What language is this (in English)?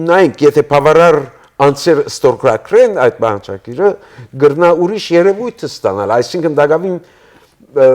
Western Armenian